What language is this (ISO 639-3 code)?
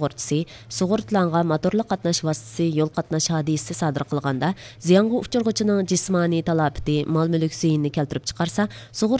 uig